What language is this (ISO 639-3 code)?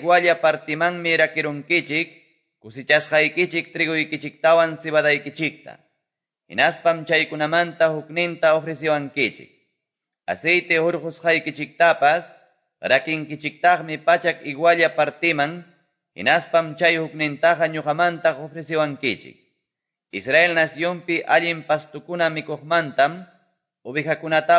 que